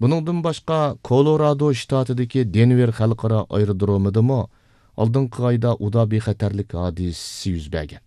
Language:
Uyghur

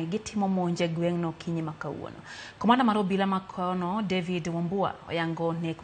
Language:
Luo (Kenya and Tanzania)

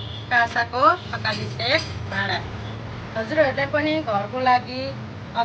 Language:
Nepali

